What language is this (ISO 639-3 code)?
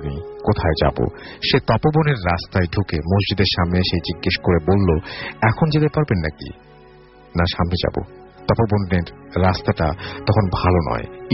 ben